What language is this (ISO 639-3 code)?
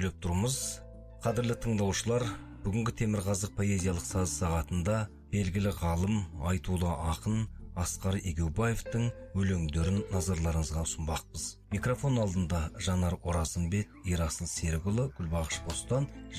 kaz